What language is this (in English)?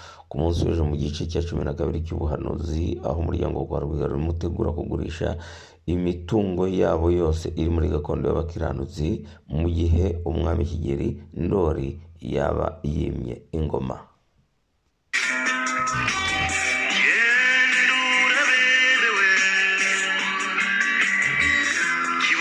Kinyarwanda